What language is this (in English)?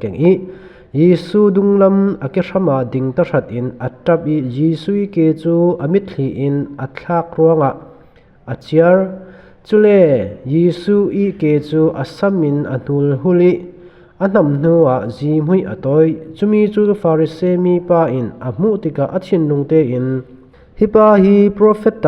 Falam Chin